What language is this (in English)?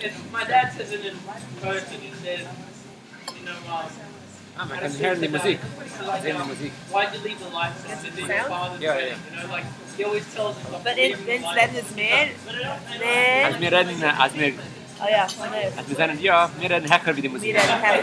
Yiddish